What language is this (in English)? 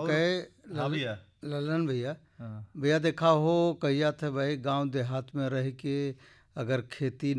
Bhojpuri